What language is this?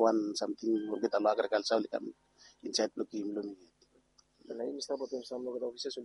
Bislama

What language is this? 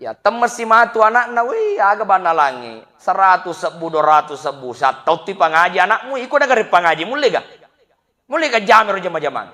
Buginese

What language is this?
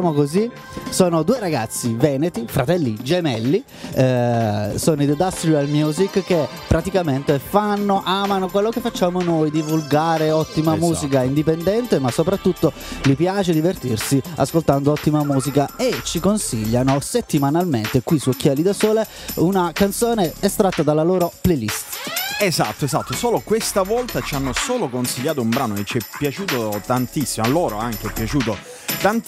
Italian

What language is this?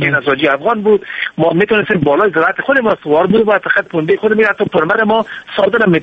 Persian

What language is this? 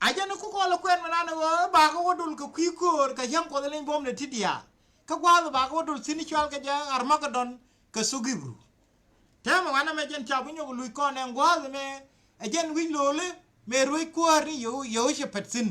Nuer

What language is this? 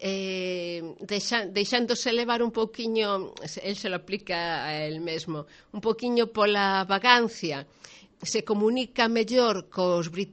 Galician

